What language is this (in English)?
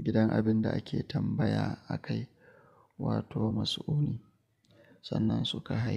Hausa